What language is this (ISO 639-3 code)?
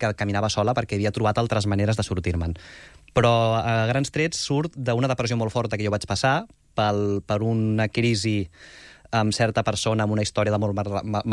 cat